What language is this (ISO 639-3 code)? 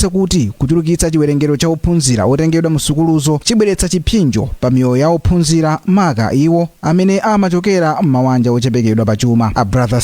nya